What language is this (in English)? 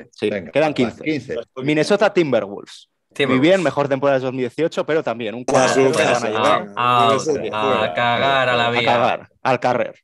Spanish